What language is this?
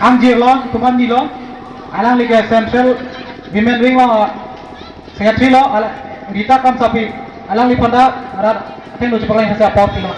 Karbi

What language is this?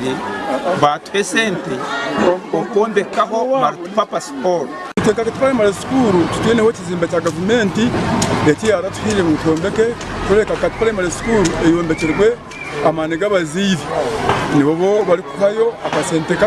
Nyankole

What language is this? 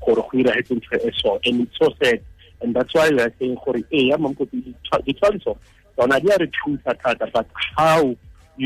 Tswana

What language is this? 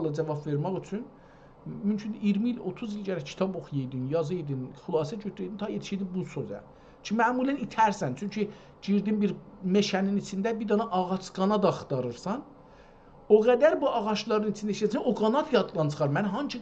South Azerbaijani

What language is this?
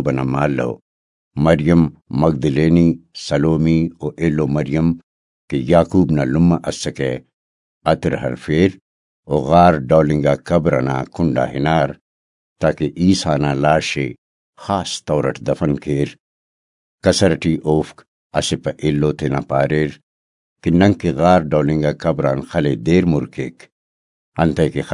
Brahui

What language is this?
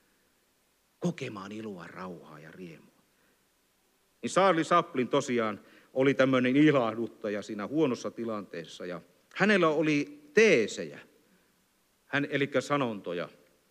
Finnish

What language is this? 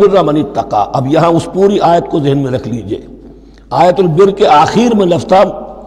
Urdu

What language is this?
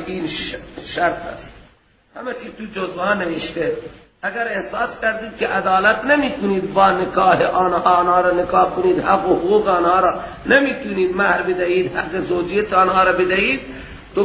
Persian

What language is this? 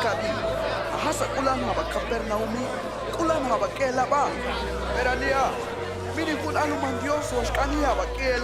Tojolabal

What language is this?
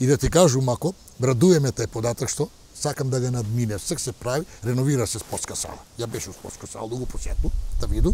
Macedonian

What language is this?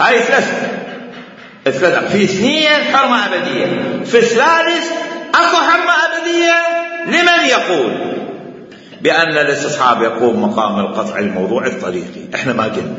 Mesopotamian Arabic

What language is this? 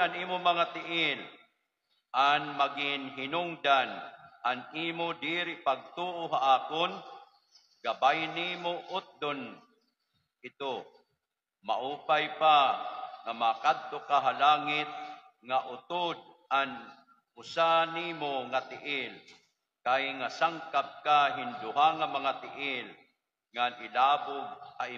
Waray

